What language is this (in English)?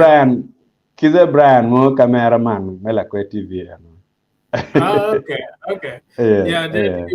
Acoli